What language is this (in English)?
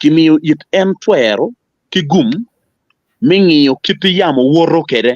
Acoli